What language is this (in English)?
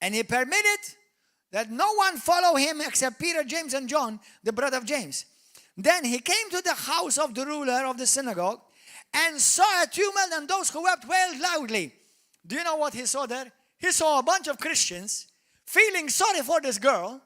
English